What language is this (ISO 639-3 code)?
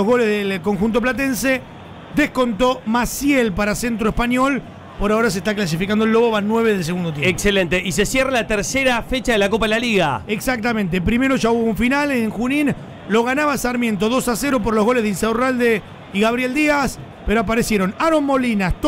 spa